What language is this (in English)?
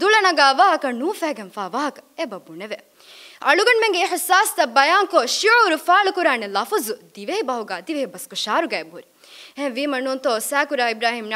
Divehi